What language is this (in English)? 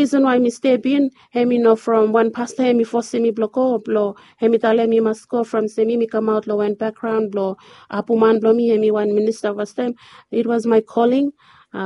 Bislama